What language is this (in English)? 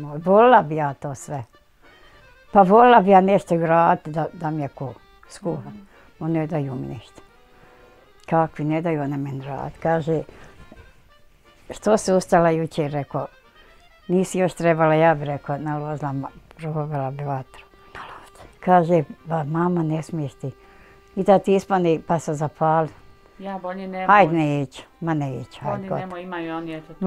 Bosnian